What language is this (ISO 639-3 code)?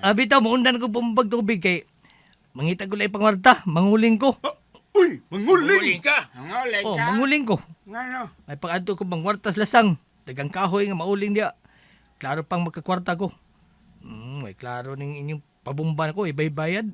ceb